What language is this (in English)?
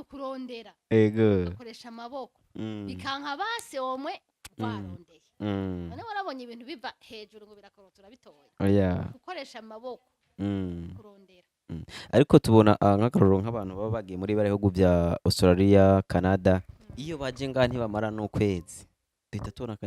Rundi